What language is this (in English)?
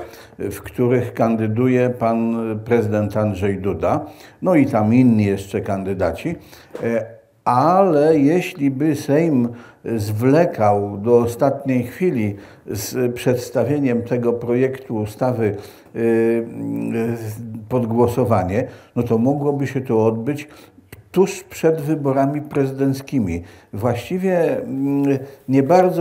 Polish